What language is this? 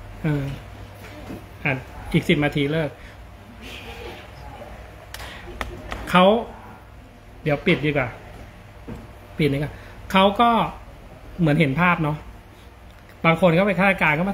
Thai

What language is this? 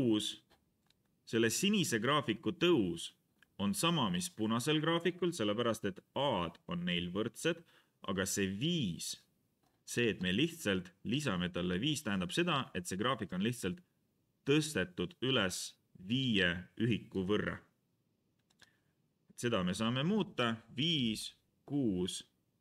Estonian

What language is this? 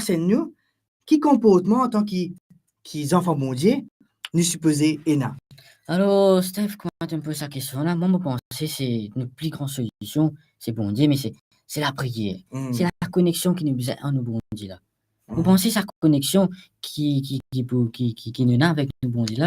Morisyen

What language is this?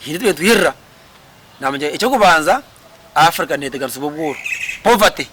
Nyankole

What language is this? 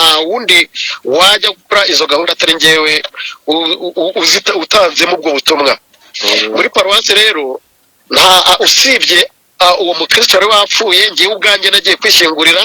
Kinyarwanda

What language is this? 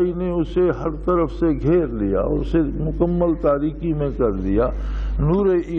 Urdu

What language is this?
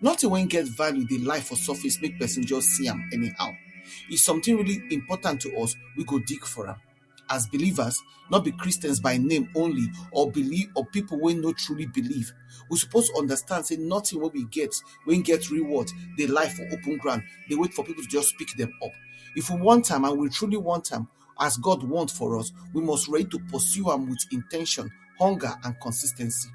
Nigerian Pidgin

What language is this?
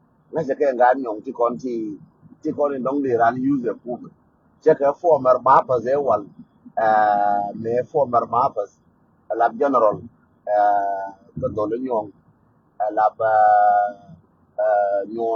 Nuer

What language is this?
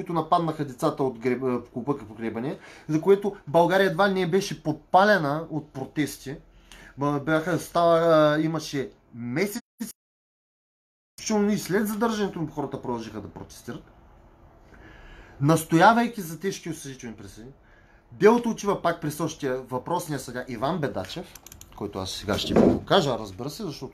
Bulgarian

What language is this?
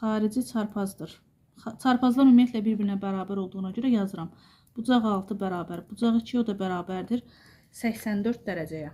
Azerbaijani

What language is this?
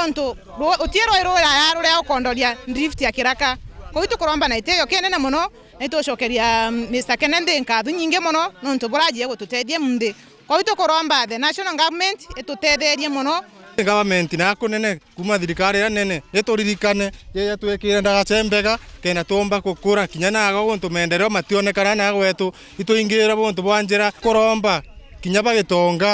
Meru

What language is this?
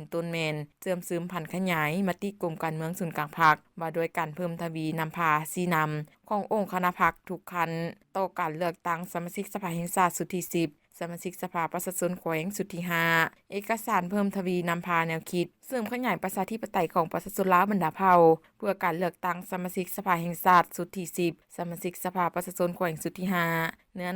Lao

